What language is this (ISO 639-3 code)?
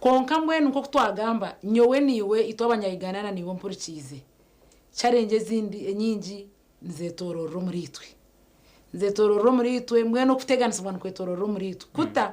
nyn